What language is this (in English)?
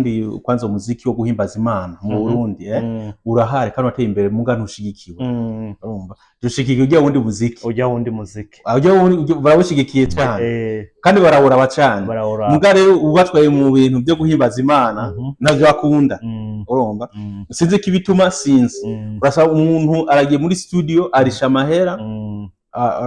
Rundi